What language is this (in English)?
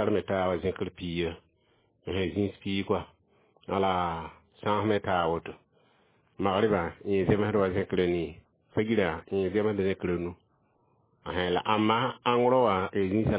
Mossi